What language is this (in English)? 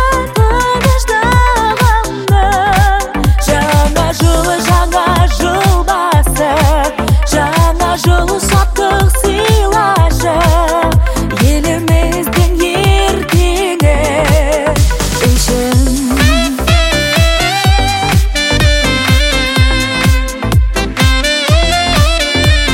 Kazakh